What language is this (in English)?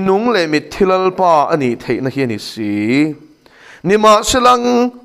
Mizo